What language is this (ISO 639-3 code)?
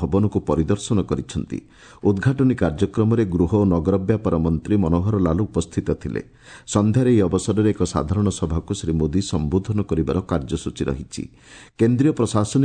ori